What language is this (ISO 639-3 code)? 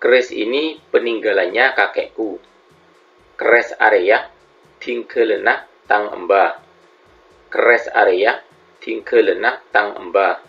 mad